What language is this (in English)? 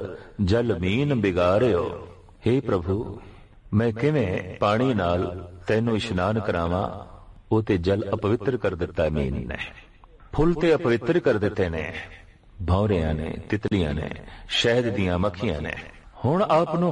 Punjabi